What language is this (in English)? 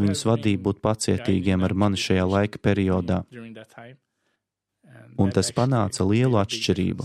Latvian